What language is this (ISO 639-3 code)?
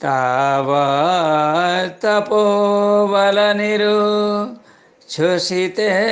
san